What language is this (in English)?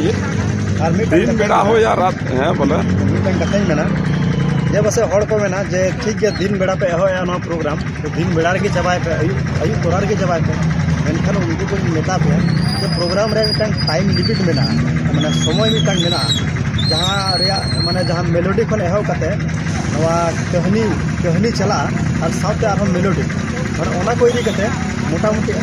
Santali